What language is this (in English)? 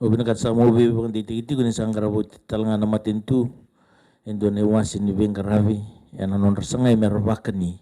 Fijian